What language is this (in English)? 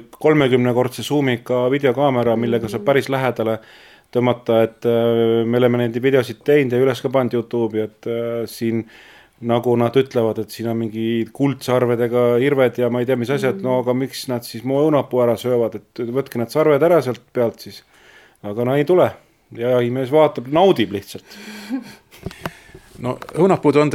Estonian